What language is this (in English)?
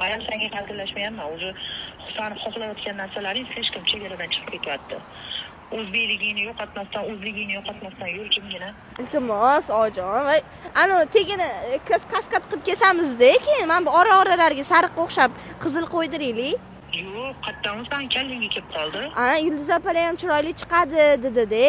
Uzbek